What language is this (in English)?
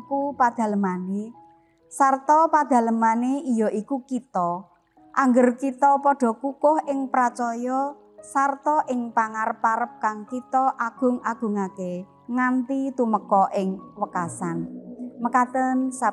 Javanese